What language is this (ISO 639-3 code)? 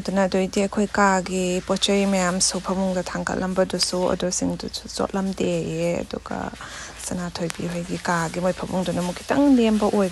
mni